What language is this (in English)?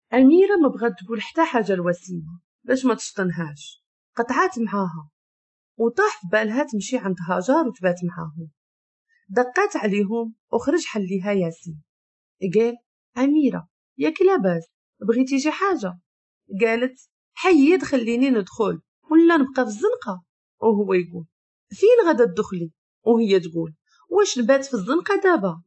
Moroccan Arabic